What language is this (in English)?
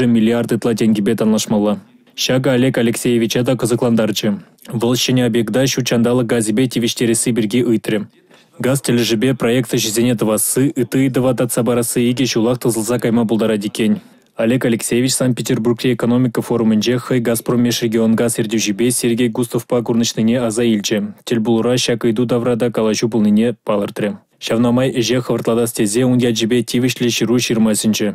Chuvash